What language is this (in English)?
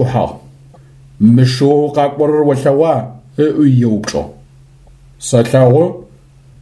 Adyghe